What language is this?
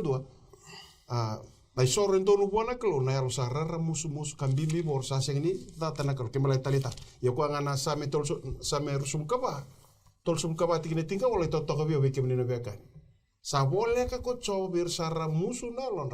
Fijian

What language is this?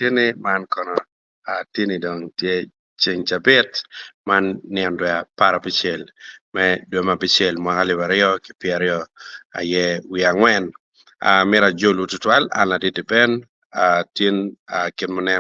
Acoli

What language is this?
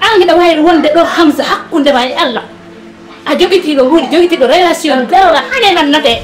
Fula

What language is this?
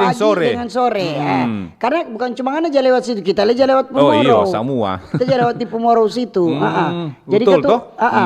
Manado Malay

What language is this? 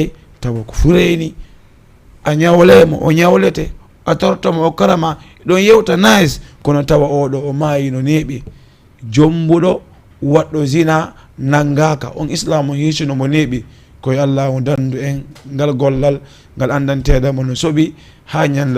Fula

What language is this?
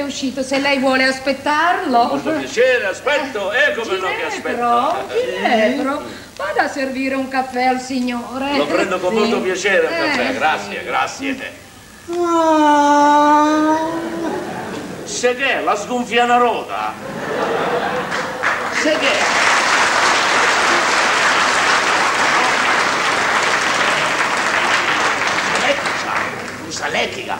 Italian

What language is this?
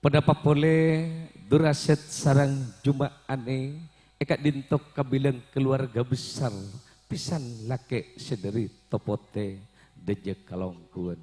Madurese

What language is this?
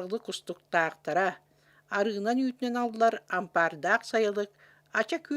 Yakut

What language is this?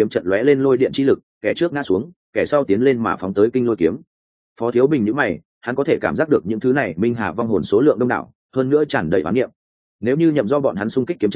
Vietnamese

